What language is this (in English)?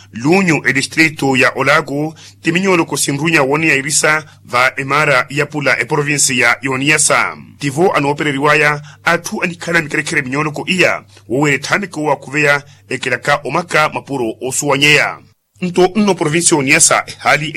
Makhuwa